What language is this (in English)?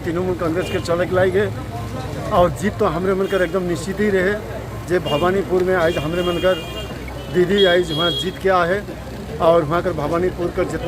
Sadri